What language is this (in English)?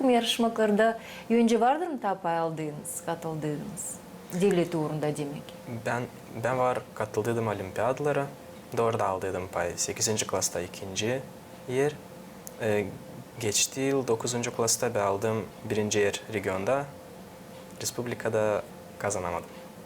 Gagauz